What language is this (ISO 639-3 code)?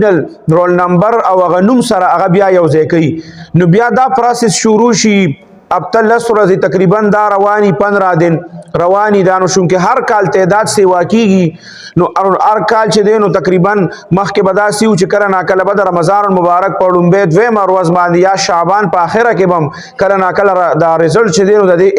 pus